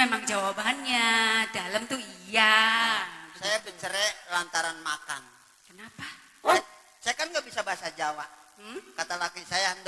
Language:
Betawi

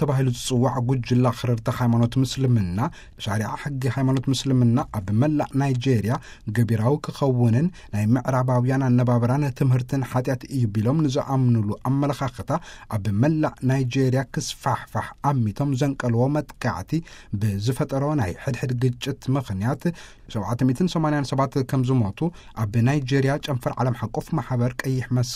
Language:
Tigrinya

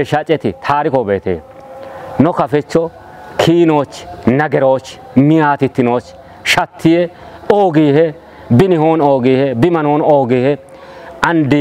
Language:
Kafa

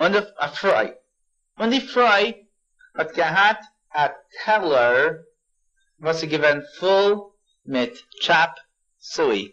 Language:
Yiddish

